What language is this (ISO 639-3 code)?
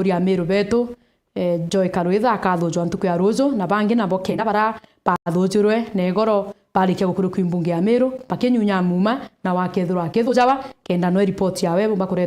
mer